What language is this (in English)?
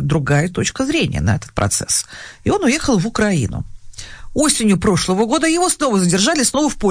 Russian